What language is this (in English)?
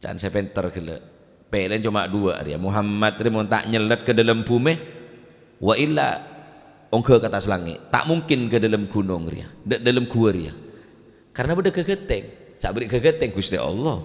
Madurese